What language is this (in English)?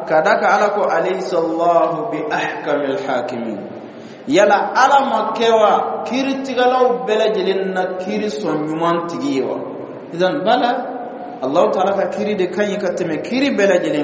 Dyula